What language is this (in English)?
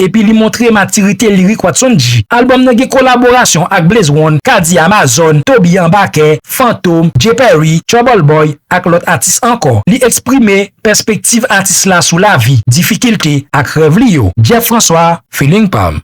Haitian Creole